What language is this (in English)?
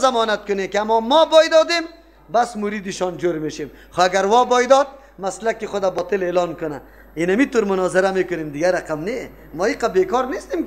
Persian